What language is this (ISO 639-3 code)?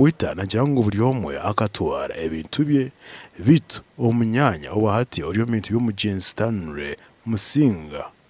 nyn